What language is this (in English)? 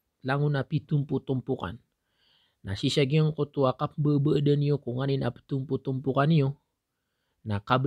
Maranao